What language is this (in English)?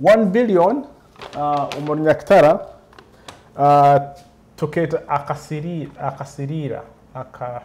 Nyoro